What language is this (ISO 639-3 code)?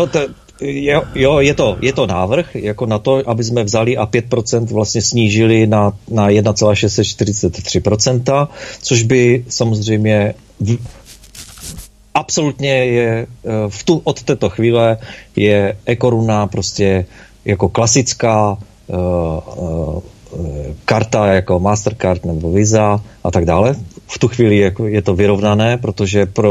ces